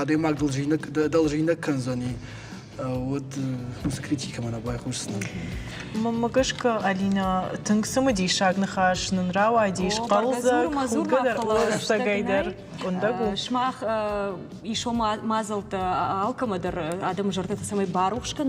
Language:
Ossetic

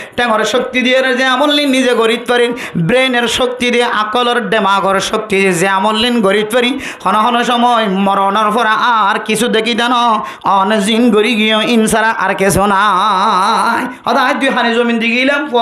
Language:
Rohingya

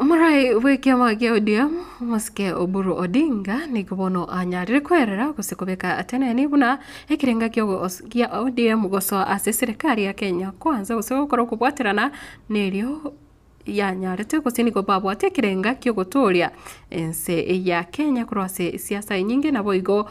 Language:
Gusii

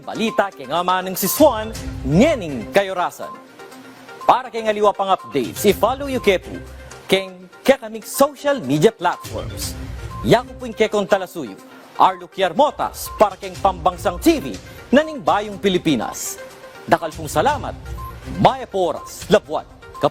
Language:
Pampanga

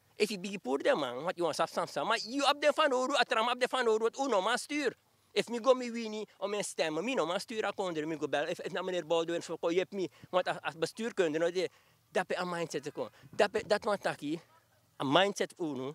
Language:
Sranan Tongo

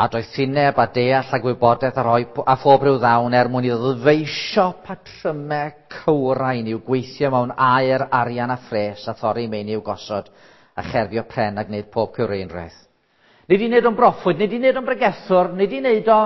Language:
Welsh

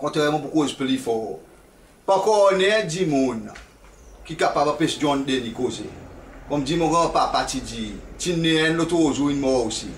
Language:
Seselwa Creole French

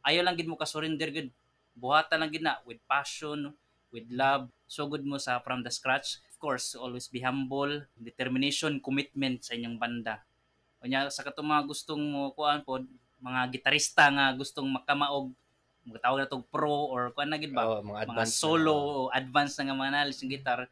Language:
Cebuano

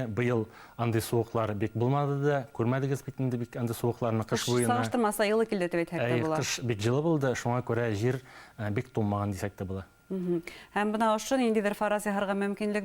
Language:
Bashkir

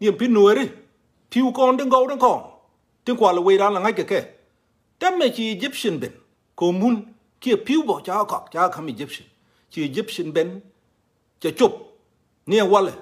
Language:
Nuer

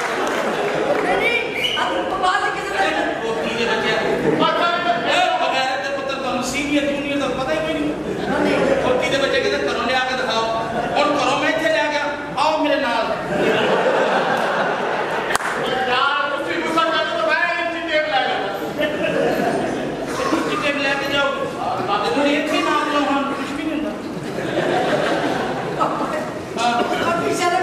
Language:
Punjabi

